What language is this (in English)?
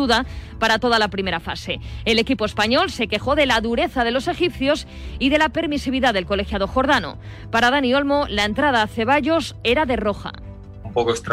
Spanish